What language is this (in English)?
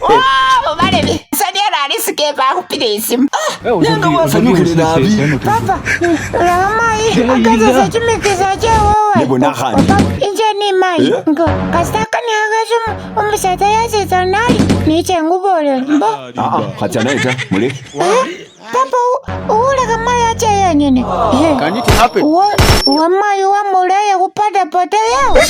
Masaaba